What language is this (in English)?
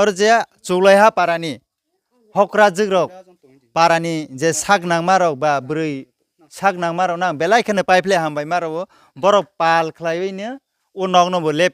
Riang (India)